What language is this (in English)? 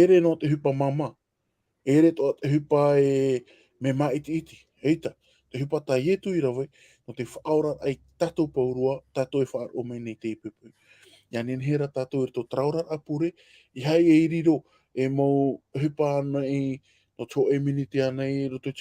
Tahitian